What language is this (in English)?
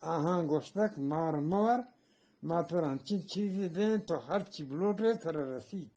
Eastern Balochi